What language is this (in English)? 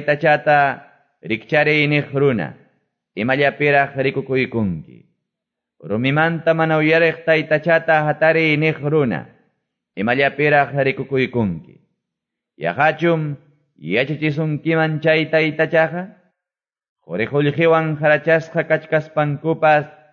Quechua